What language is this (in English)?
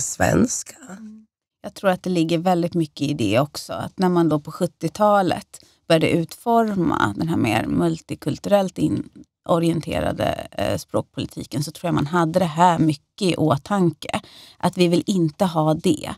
Swedish